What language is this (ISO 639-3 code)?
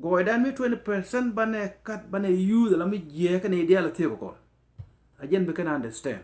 nus